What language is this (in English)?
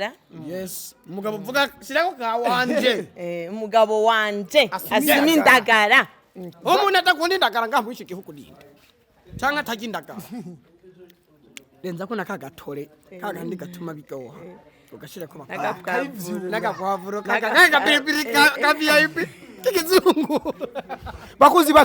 Rundi